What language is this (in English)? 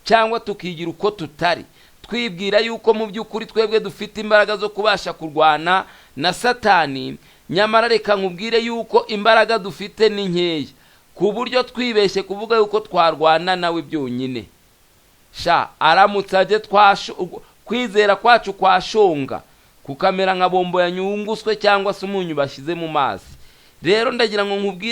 Kinyarwanda